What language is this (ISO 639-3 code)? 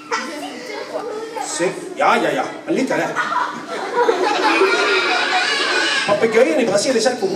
nor